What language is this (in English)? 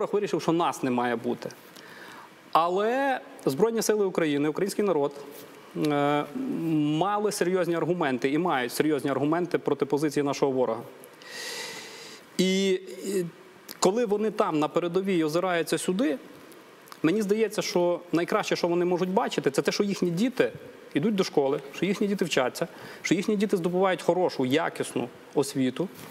Ukrainian